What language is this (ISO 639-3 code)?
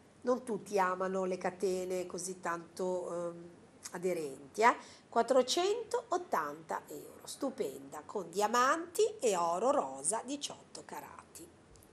ita